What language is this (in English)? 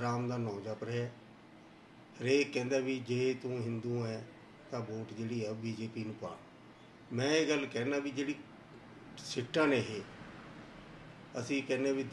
Punjabi